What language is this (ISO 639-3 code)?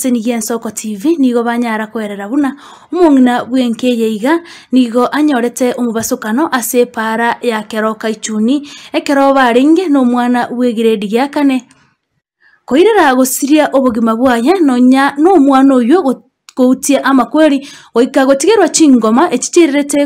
guz